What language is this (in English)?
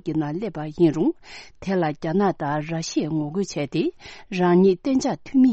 Tibetan